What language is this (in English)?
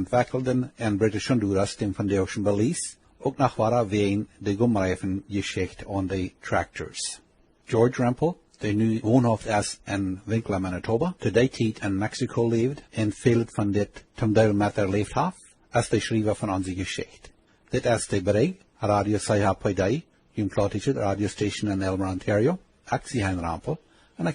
Plautdietsch